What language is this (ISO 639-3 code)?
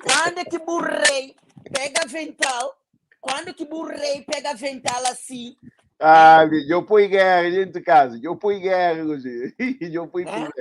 kea